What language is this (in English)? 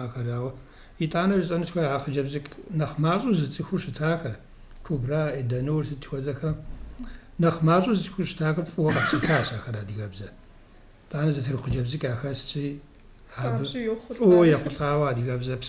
Kabardian